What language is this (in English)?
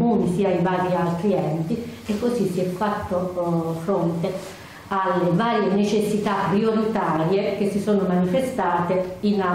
Italian